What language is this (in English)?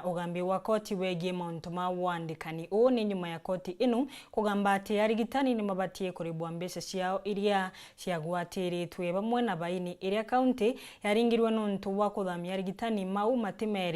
Meru